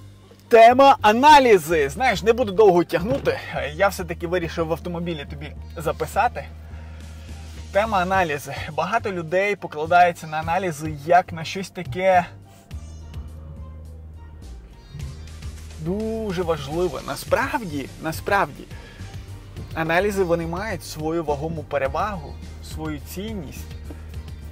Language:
Ukrainian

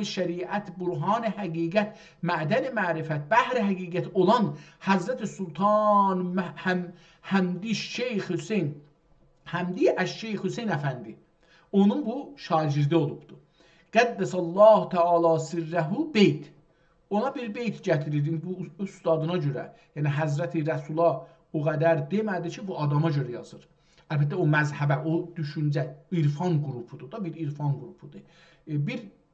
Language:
South Azerbaijani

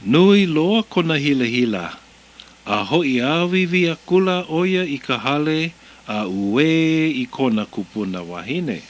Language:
Hawaiian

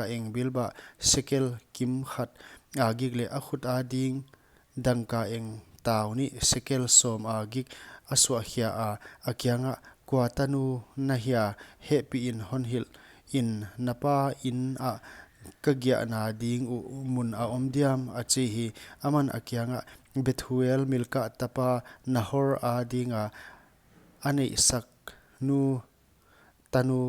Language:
Paite Chin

